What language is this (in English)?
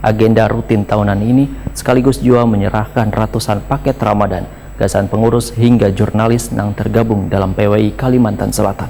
Banjar